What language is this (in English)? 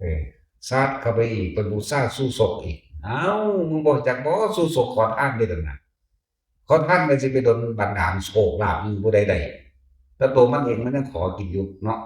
Northeastern Thai